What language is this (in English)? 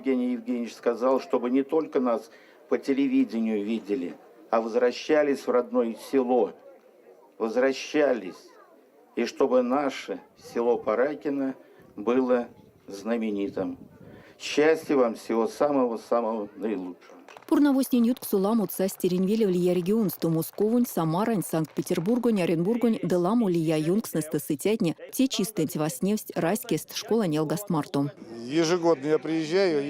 Erzya